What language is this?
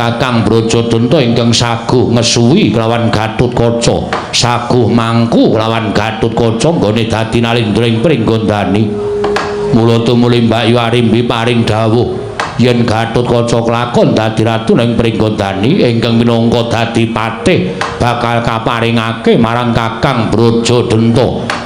Javanese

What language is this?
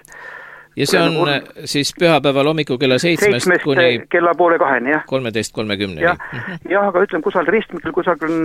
Estonian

